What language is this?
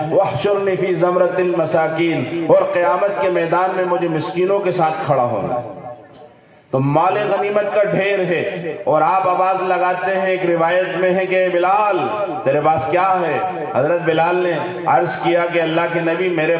Urdu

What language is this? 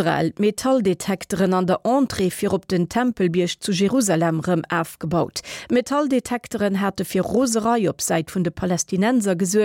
Luxembourgish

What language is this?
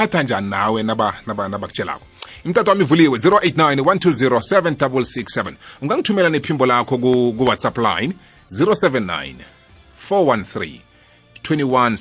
South Ndebele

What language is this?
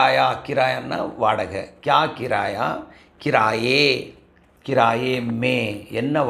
Tamil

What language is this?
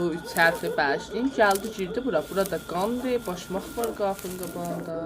South Azerbaijani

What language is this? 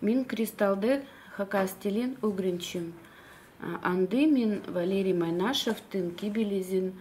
Khakas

